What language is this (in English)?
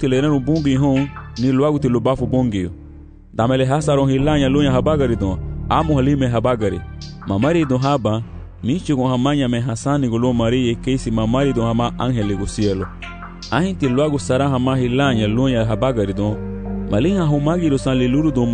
Garifuna